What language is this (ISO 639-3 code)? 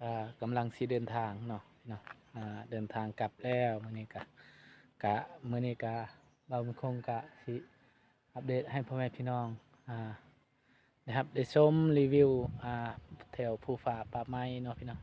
lao